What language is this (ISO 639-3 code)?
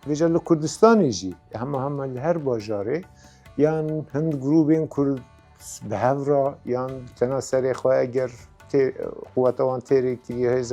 kur